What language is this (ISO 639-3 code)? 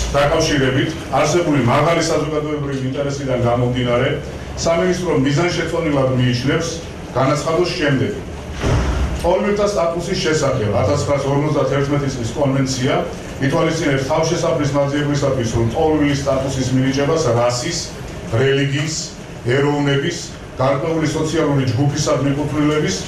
kat